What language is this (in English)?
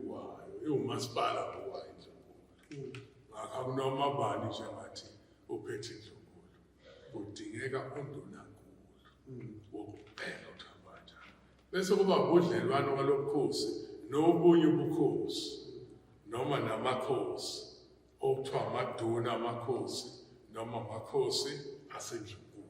Zulu